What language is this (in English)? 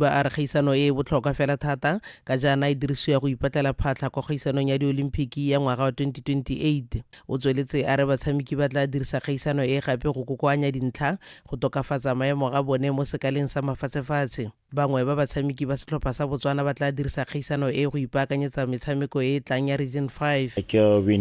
Tswana